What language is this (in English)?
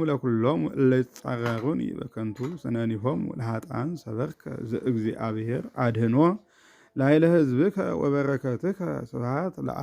Geez